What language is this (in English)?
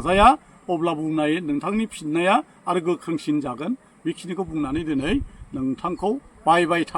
Bodo